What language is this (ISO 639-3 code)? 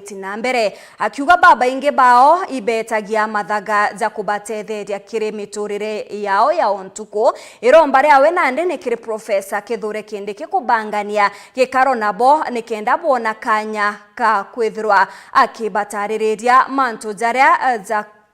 mer